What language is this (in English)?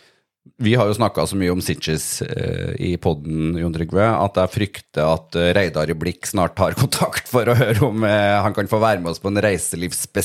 Norwegian